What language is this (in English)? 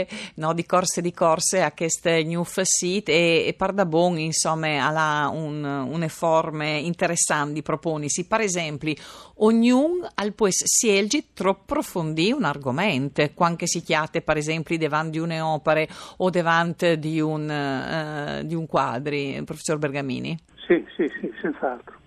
Friulian